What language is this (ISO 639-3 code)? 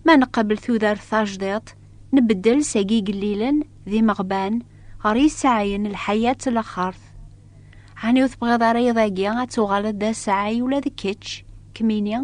kab